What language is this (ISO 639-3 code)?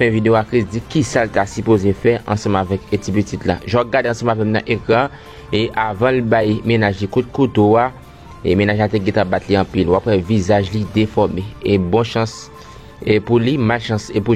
hat